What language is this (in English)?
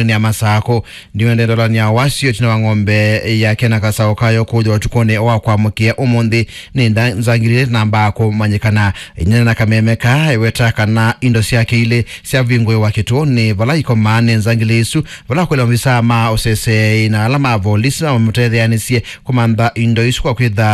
Kamba